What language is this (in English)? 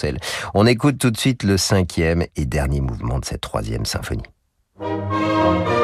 French